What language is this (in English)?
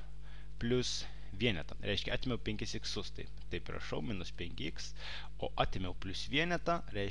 Lithuanian